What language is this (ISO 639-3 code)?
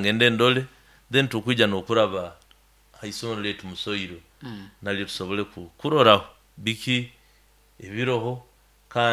nyo